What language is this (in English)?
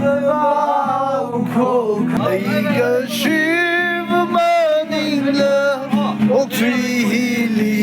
Tangkhul Naga (India)